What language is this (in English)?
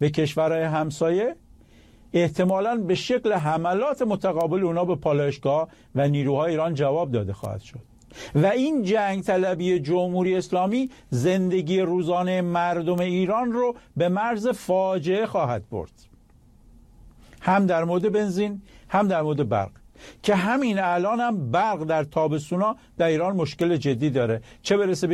Persian